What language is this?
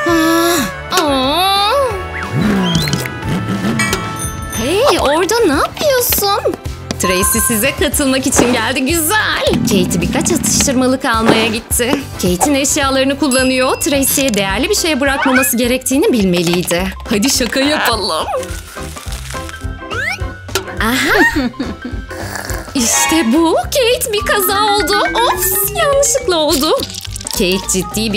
Turkish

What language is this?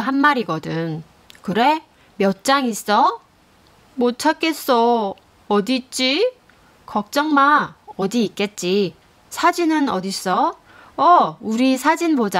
Korean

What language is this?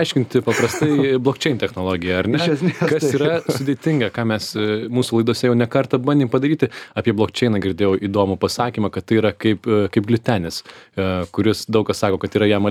Lithuanian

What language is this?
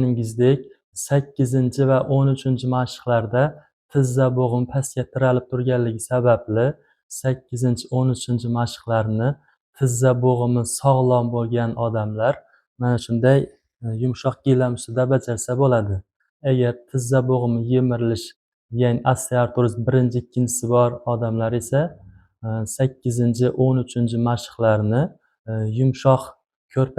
Uzbek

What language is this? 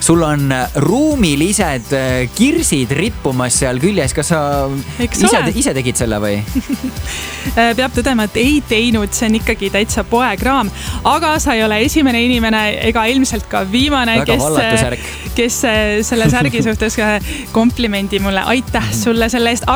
Estonian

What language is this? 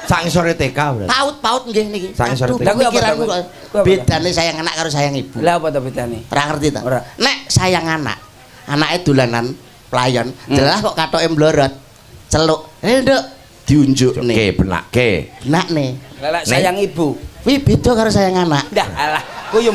Javanese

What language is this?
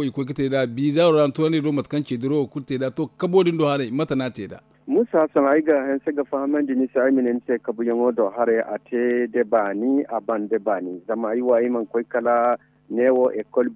Zarma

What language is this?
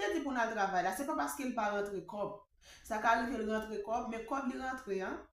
Haitian Creole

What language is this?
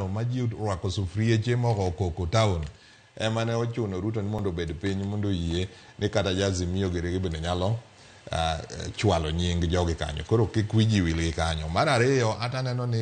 Luo (Kenya and Tanzania)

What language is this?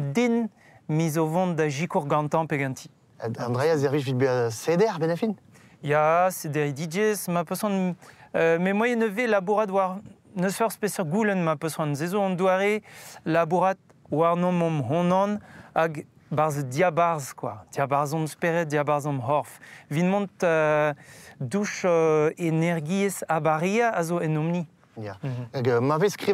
Breton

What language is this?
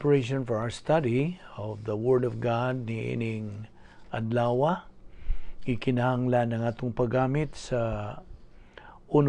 Cebuano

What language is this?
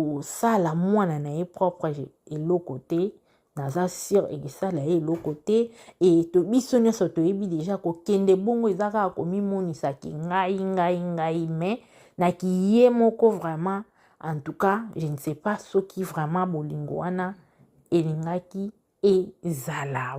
Lingala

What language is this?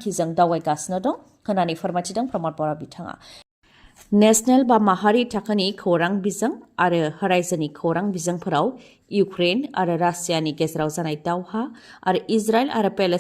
Bodo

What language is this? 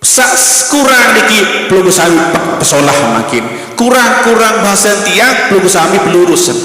Sasak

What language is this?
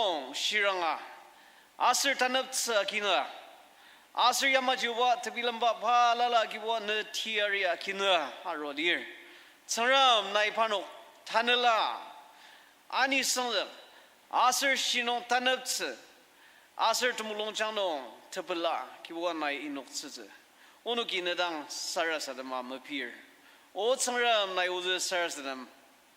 Ao Naga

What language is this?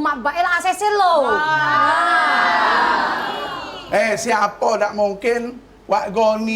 Musi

